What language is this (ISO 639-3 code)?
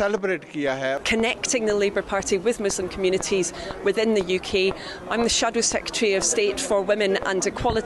urd